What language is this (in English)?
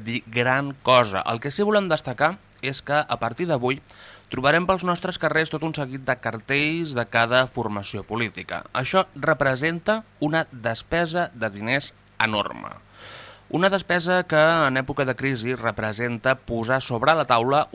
Catalan